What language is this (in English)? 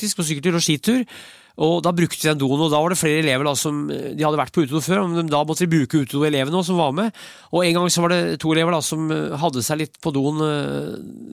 Norwegian